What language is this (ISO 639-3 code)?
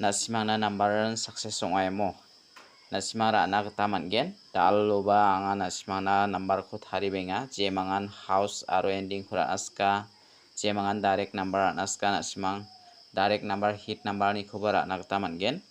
grt